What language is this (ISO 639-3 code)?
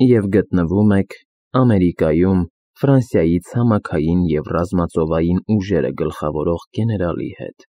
hye